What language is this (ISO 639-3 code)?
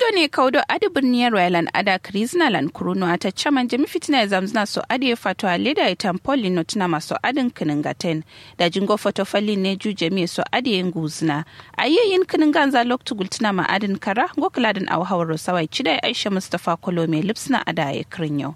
kau